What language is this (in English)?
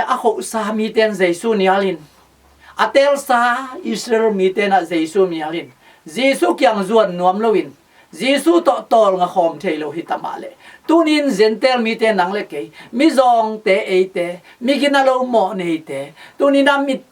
Tedim Chin